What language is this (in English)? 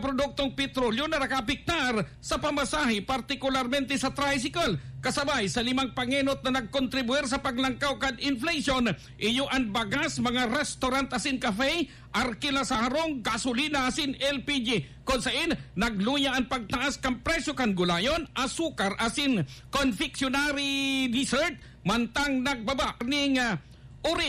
Bikol